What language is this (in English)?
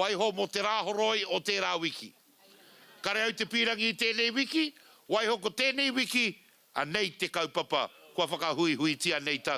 Māori